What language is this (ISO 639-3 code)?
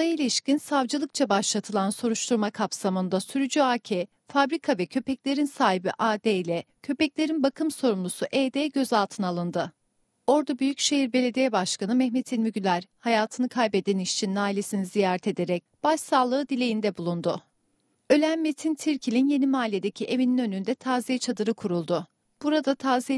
tur